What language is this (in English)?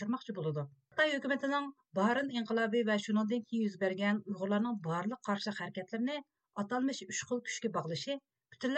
Uyghur